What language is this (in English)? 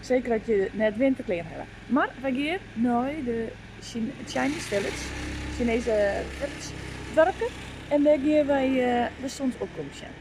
Western Frisian